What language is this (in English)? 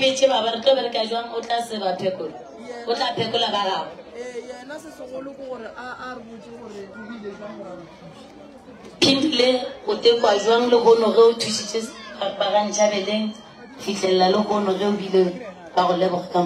Northern Sotho